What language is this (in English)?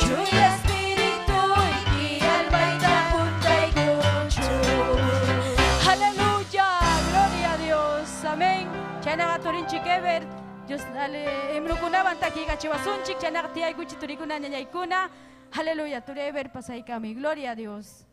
Ayacucho Quechua